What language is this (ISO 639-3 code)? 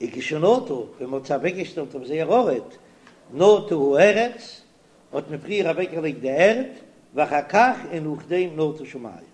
yid